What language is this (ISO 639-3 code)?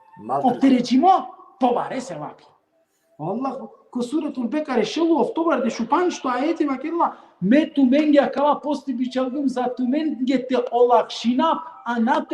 rmn